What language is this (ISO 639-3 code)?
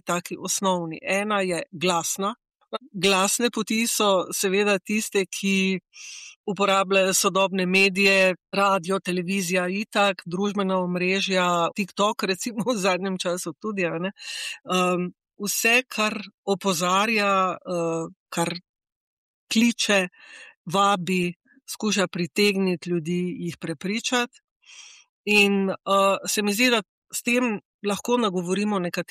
slv